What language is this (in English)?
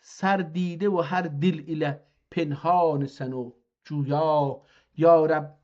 South Azerbaijani